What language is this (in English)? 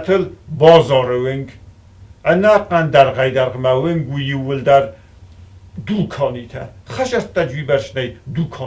Ossetic